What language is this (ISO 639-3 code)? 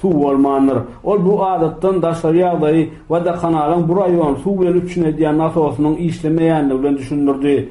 tuk